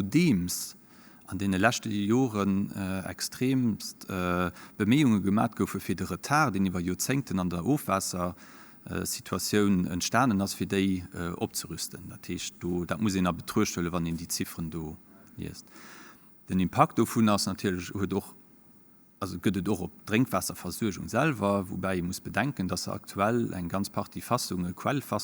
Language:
Luxembourgish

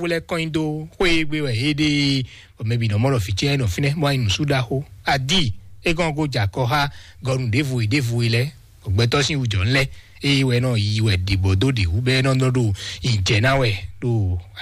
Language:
Fon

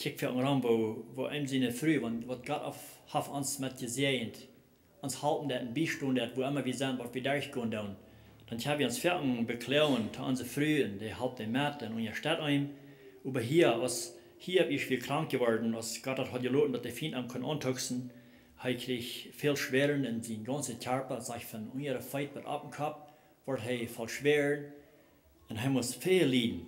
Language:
Plautdietsch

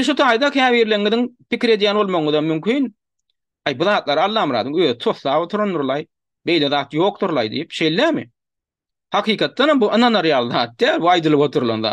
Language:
Turkmen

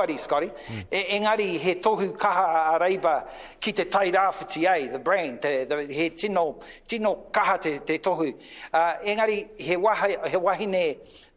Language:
Māori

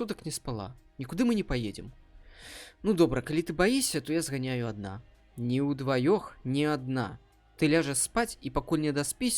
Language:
Belarusian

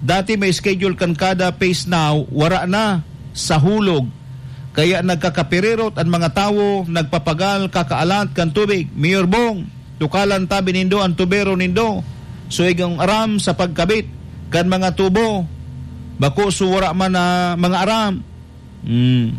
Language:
Bikol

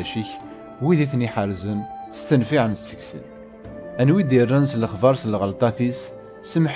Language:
Kabyle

